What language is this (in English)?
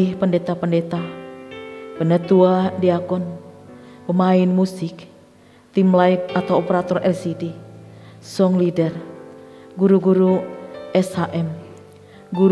Indonesian